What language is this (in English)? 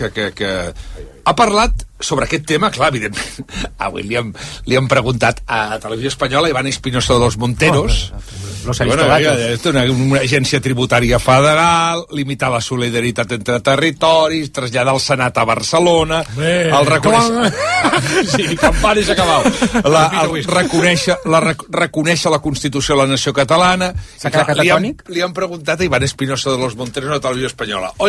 Catalan